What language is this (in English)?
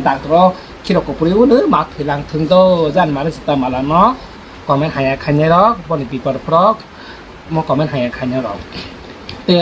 Kok Borok